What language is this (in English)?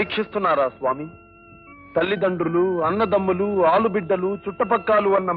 Telugu